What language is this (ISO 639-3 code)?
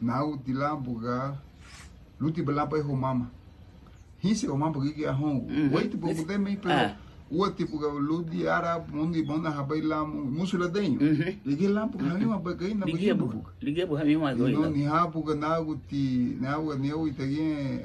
cab